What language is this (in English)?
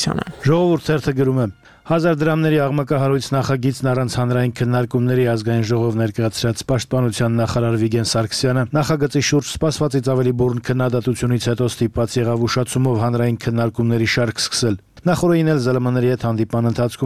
Armenian